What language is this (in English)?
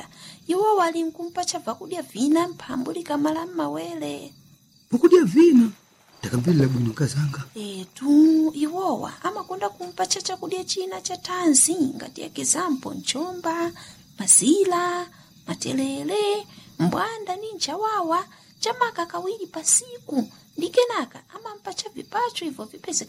Nyanja